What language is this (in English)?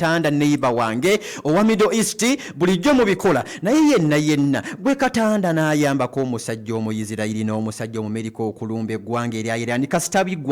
Ganda